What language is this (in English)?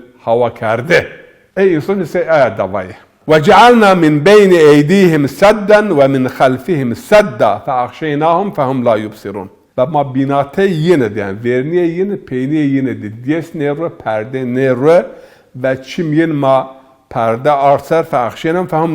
Zaza